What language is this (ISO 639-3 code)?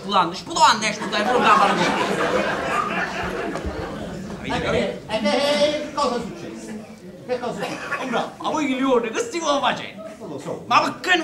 ita